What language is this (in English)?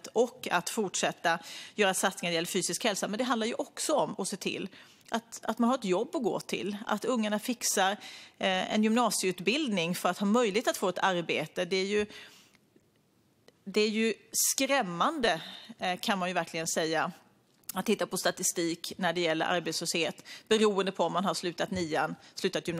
Swedish